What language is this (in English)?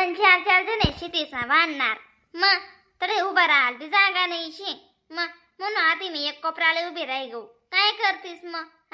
Khandesi